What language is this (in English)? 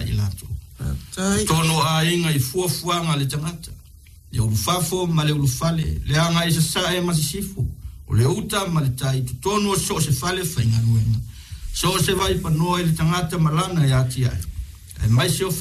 Samoan